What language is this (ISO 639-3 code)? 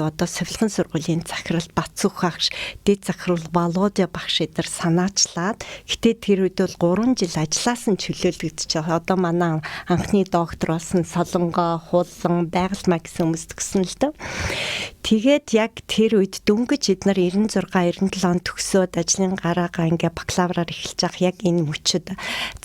mon